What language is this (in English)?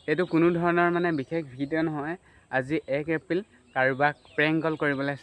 Assamese